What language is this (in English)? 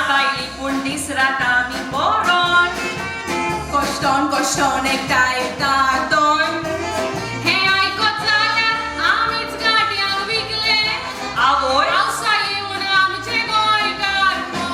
Konkani